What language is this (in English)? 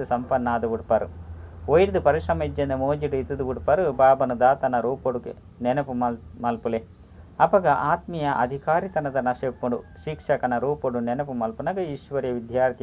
Tulu